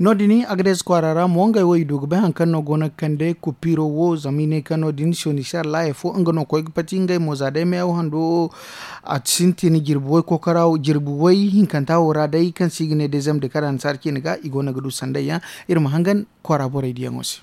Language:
Zarma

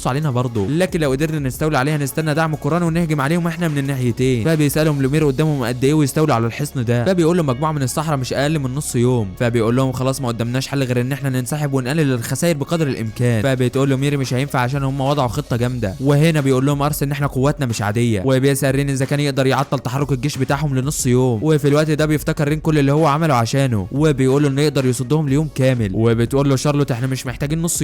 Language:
Egyptian Arabic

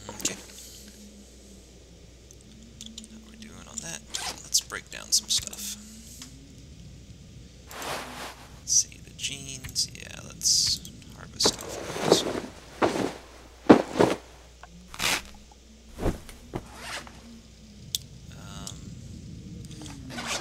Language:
English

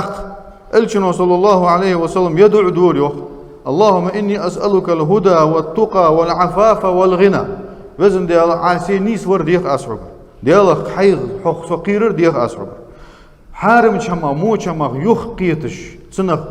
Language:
Ingush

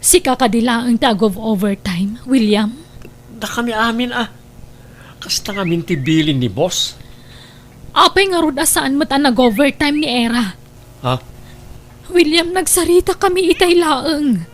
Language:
Iloko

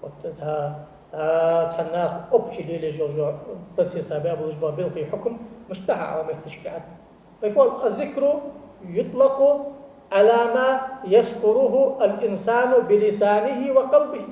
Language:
Ingush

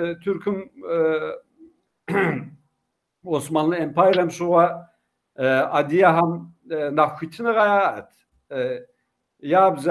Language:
Kabardian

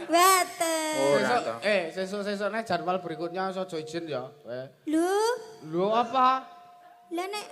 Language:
Javanese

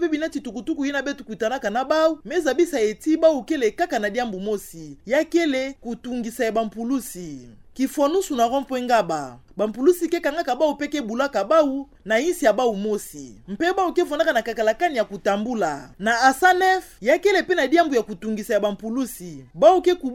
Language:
Kituba (Democratic Republic of Congo)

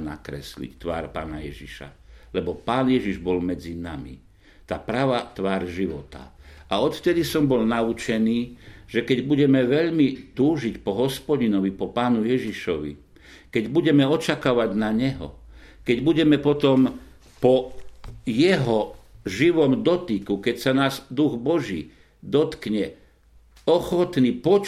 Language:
Slovak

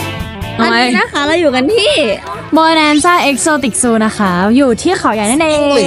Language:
Thai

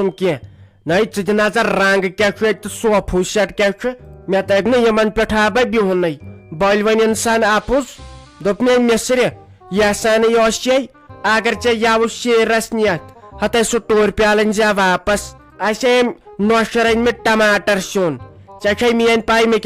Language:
Kashmiri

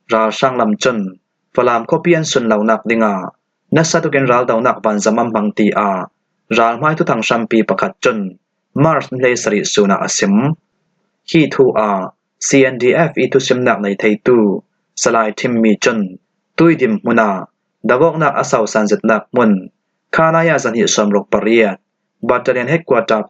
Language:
Falam Chin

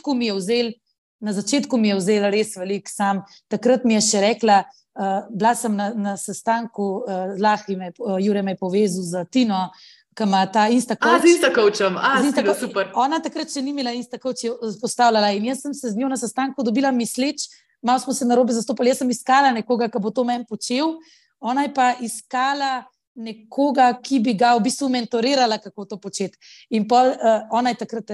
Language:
Slovenian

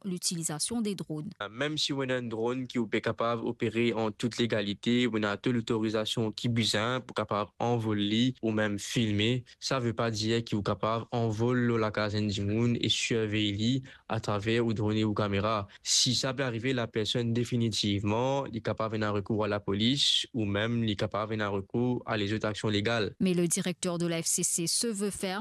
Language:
Morisyen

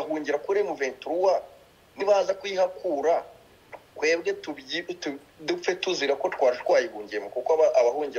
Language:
Kinyarwanda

